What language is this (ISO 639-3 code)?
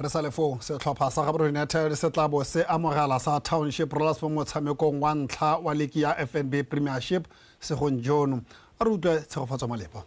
tsn